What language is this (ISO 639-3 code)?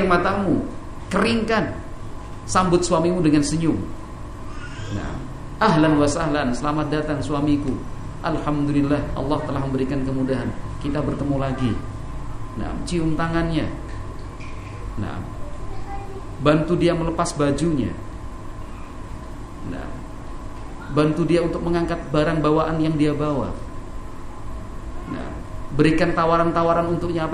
ind